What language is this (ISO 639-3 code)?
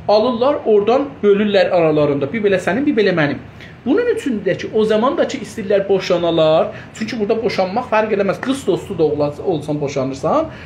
azb